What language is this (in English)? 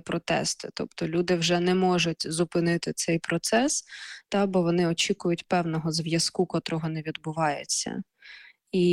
Ukrainian